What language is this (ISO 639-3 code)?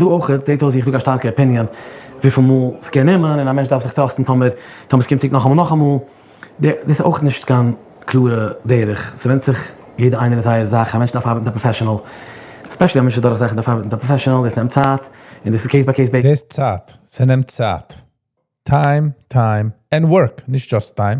yid